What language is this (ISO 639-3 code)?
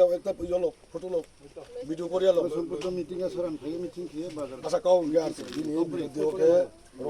ria